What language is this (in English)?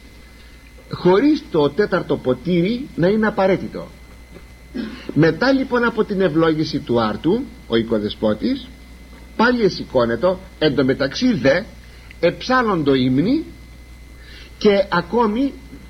Greek